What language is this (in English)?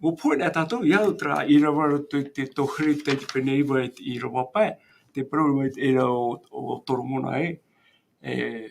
Tahitian